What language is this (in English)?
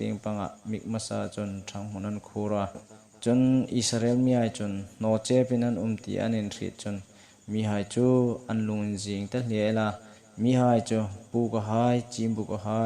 Hmar